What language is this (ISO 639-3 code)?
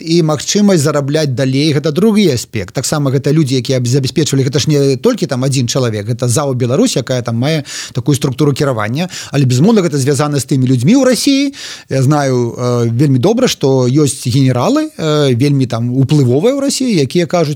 bel